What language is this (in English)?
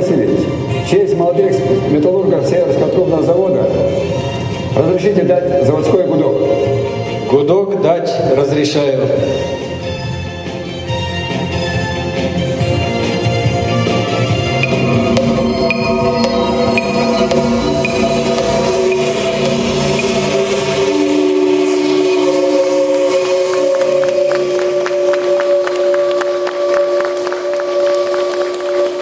Russian